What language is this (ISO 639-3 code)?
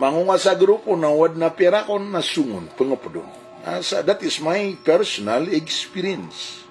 mrw